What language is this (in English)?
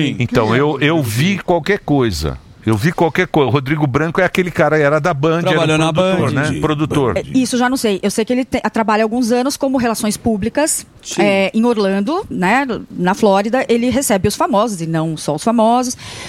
Portuguese